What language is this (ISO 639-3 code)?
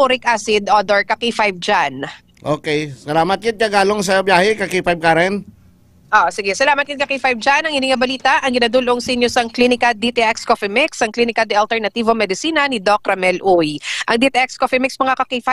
hil